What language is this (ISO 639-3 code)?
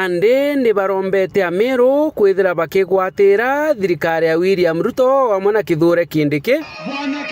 mer